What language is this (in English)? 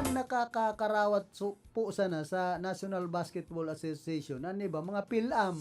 Bikol